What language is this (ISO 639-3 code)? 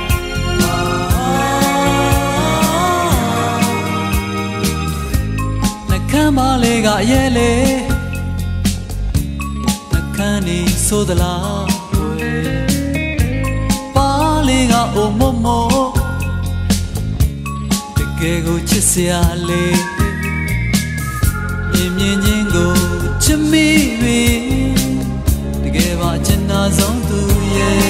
mya